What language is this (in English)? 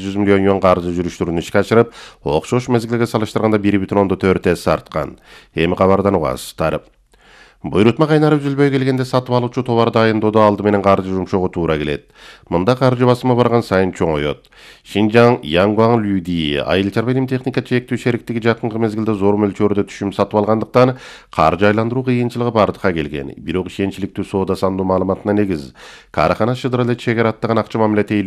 Kyrgyz